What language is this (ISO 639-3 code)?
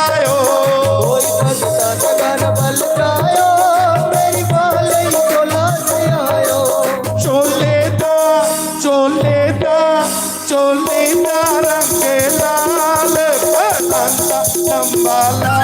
doi